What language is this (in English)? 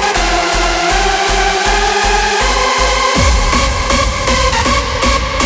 Dutch